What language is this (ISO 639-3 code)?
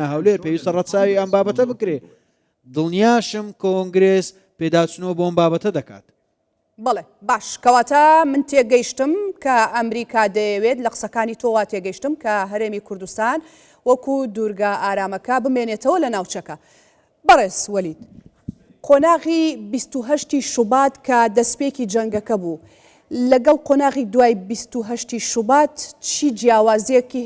ckb